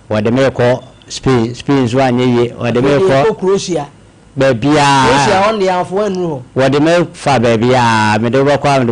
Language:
Akan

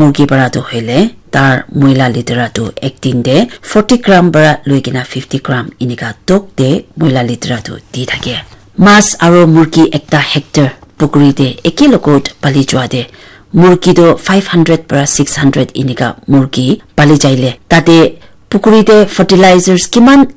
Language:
Naga Pidgin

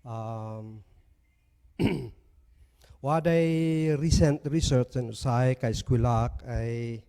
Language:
Kankanaey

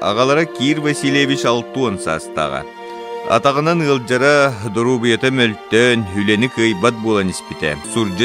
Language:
Yakut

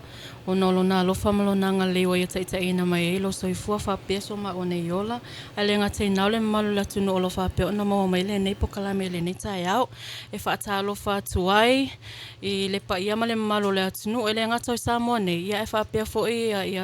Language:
Samoan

